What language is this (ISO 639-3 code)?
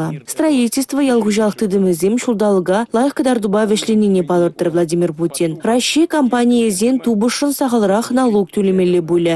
chv